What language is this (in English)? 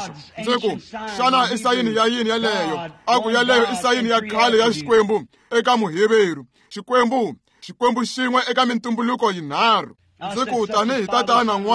Tsonga